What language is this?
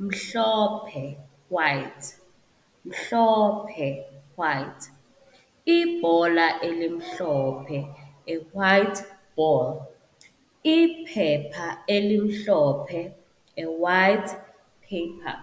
Zulu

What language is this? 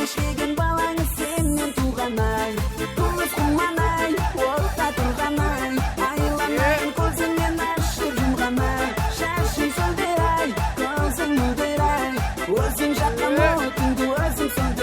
Kara-Kalpak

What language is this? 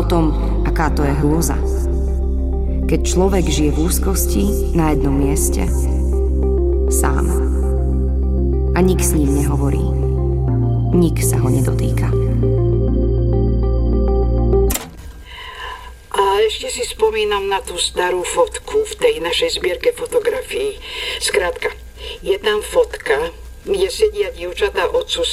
Slovak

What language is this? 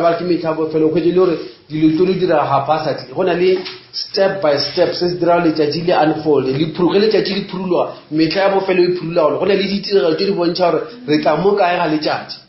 Northern Sotho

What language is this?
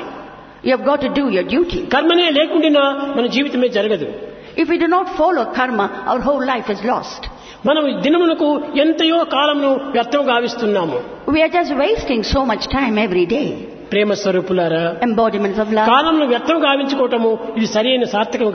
Telugu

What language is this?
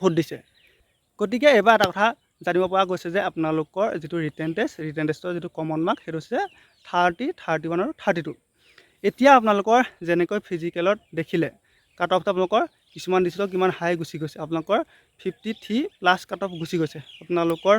Assamese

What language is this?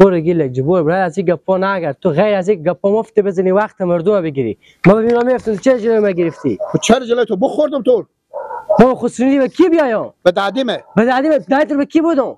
Persian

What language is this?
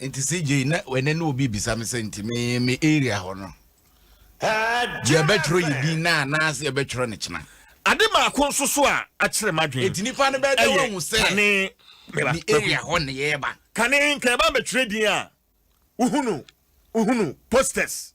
Akan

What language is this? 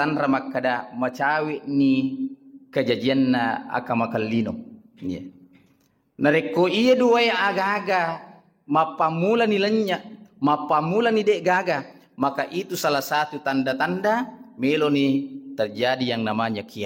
Buginese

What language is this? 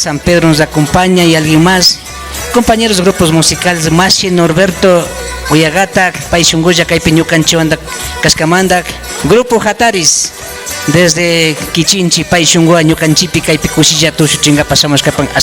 Imbabura Highland Quichua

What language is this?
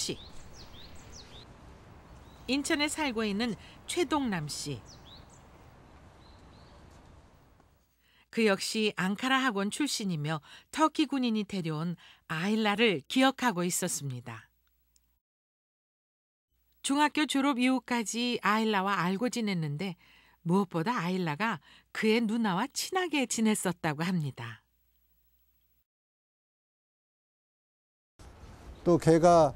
Korean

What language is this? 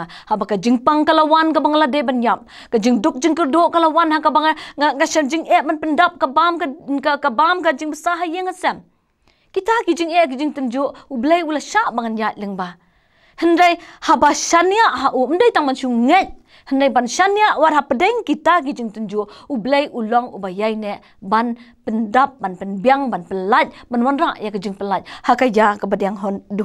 Khasi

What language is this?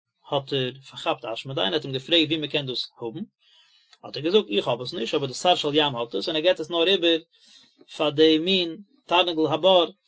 Yiddish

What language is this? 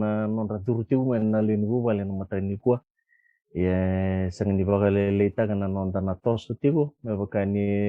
Fijian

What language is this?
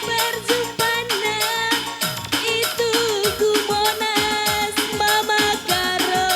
Batak Karo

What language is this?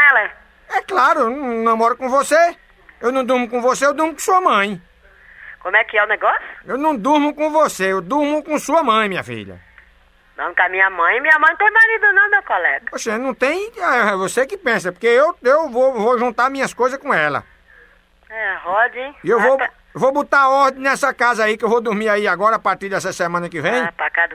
Portuguese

